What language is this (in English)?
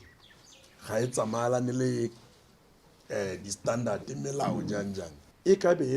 Tswana